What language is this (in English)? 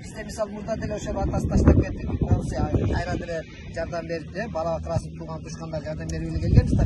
Kyrgyz